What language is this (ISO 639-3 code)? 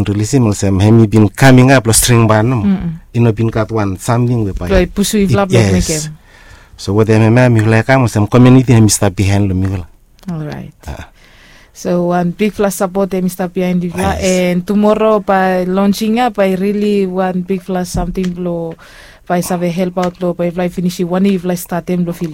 bis